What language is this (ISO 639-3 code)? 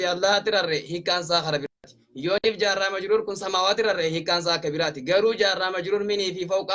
orm